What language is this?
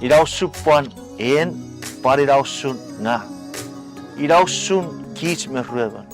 Chuukese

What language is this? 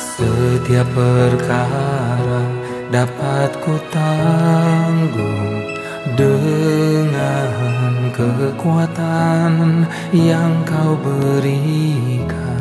Indonesian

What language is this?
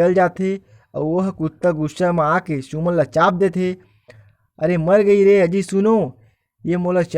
Chhattisgarhi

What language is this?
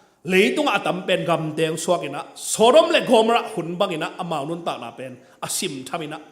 Tedim Chin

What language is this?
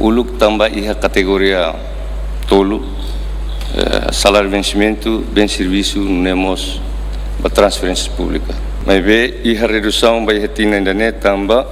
Tetum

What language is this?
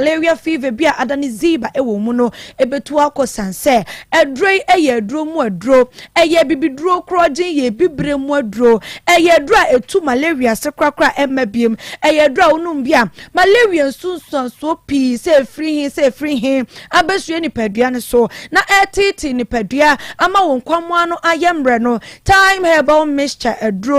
Akan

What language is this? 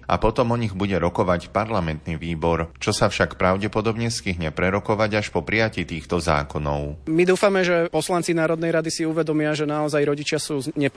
Slovak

